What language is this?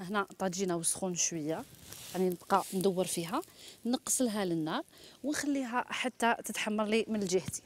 Algerian Arabic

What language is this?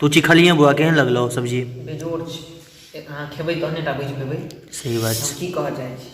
Maithili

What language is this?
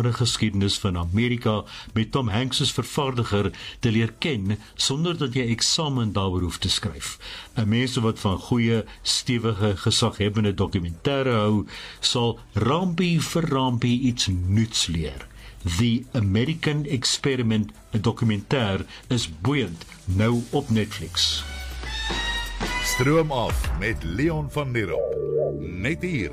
Afrikaans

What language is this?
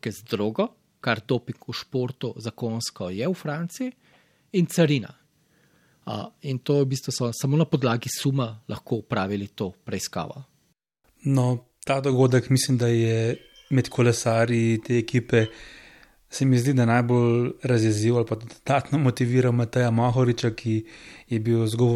Slovenian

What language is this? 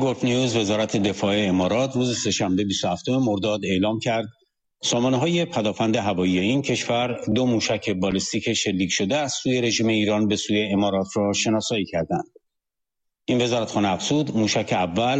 Persian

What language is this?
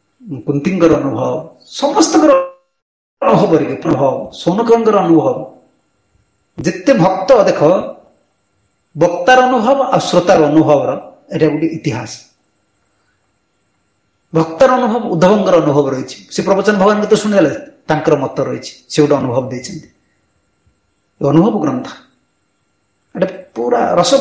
Odia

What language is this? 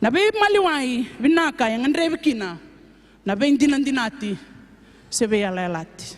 Fijian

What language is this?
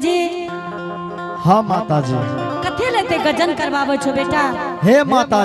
Angika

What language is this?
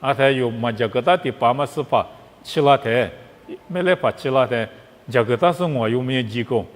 Lisu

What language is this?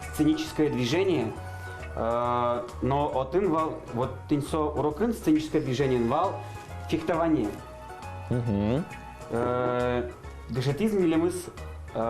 Udmurt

